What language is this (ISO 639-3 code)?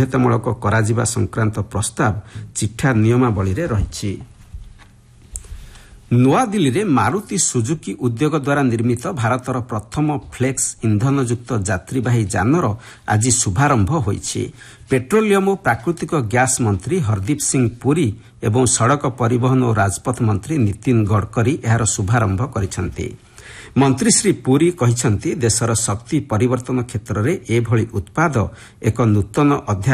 ori